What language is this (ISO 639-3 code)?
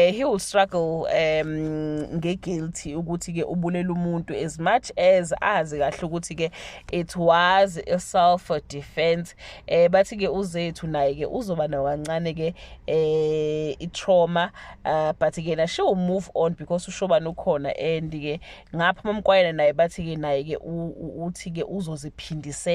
zul